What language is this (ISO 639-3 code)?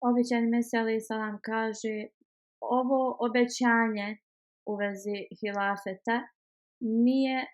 bos